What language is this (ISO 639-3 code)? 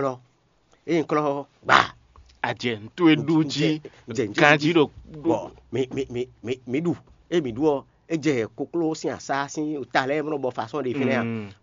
fon